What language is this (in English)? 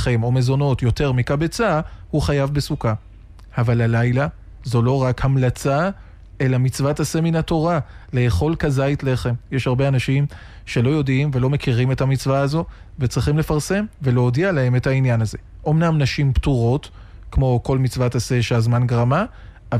Hebrew